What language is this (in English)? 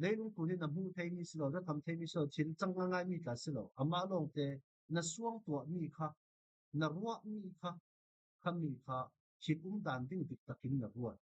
Falam Chin